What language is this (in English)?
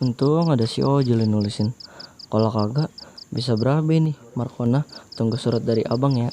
Betawi